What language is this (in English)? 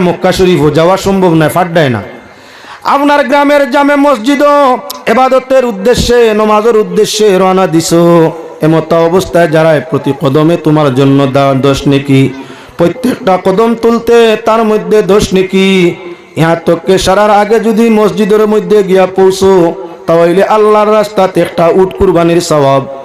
Sylheti